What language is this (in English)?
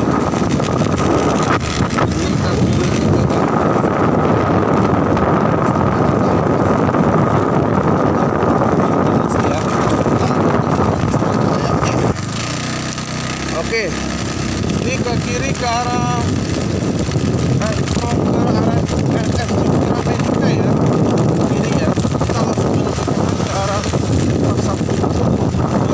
Indonesian